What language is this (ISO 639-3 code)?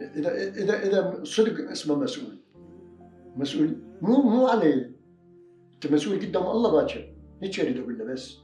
acm